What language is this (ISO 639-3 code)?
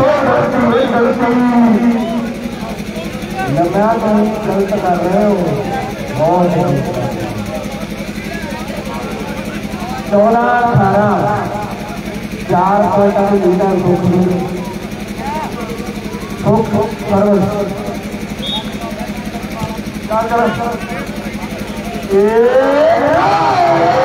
pan